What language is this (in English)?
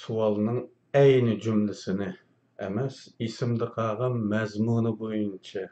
Uyghur